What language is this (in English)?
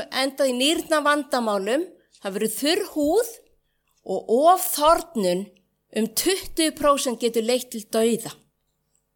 Icelandic